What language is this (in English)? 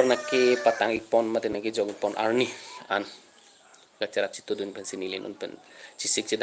Karbi